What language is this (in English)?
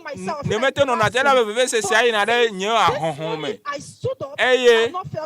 Ewe